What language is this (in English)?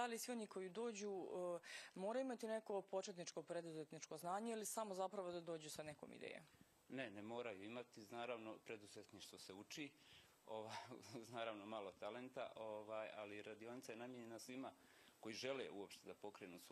Bosnian